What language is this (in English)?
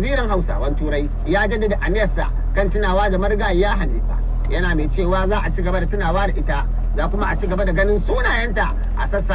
Hausa